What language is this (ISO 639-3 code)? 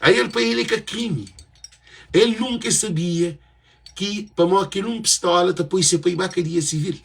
kea